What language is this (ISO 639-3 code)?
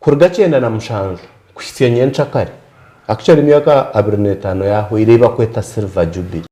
nyn